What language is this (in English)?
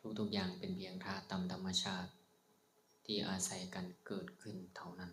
Lao